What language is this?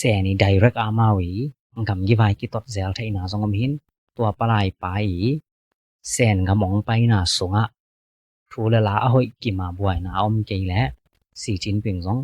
Tedim Chin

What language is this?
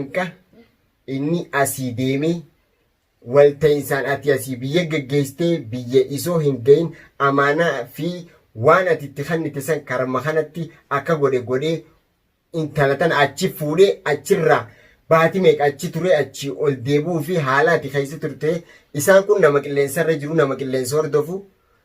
Oromo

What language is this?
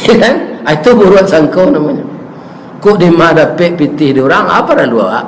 Minangkabau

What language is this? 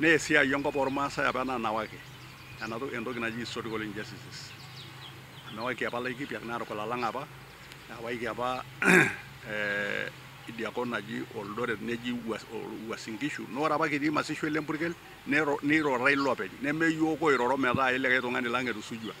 Masai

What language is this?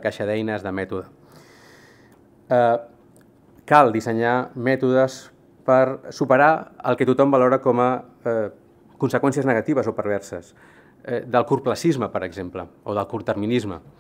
Catalan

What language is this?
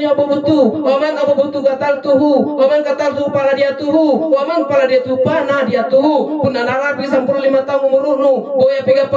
Makasar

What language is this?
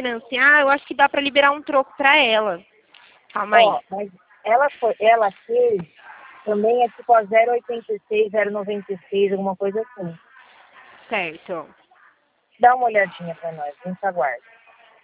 Portuguese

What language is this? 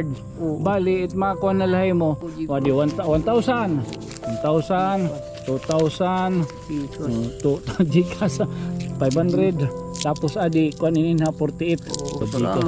Waray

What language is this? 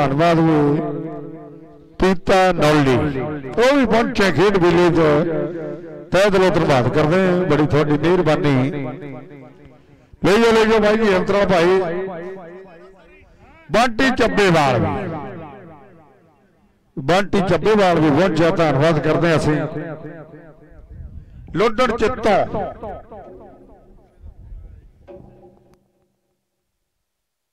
Punjabi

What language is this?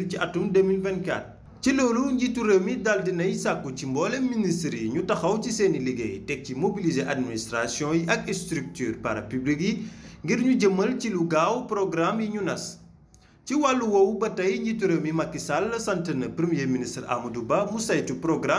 Wolof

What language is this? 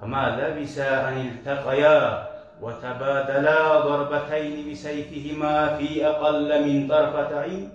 Kumyk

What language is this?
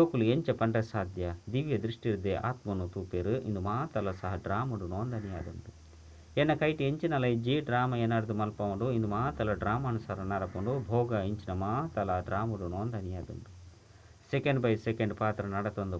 Tulu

